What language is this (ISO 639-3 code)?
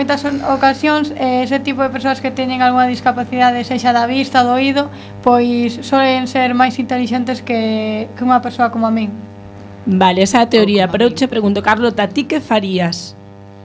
glg